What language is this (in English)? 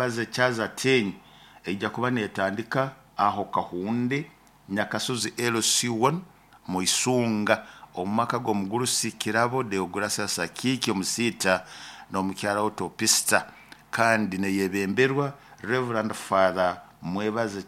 Nyoro